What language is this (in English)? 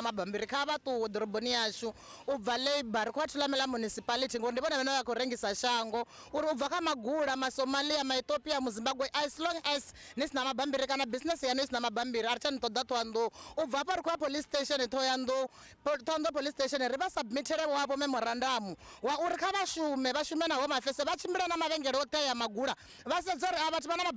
Venda